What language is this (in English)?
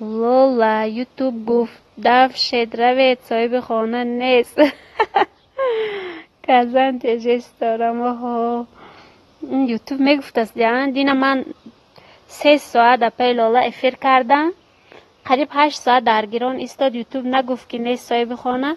Tajik